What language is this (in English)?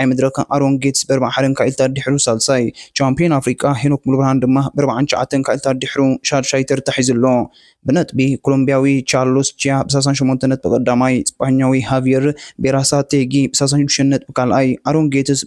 Tigrinya